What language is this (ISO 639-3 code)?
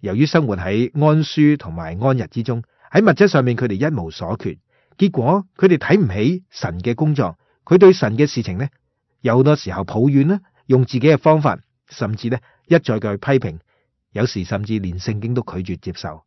yue